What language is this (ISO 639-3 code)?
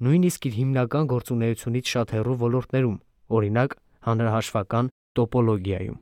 hye